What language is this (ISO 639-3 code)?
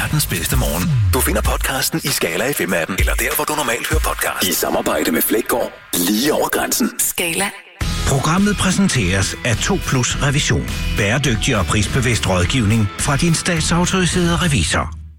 dan